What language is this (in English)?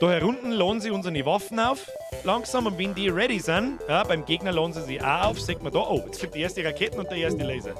Bavarian